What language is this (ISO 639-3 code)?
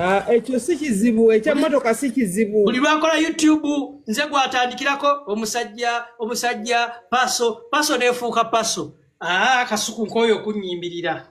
lug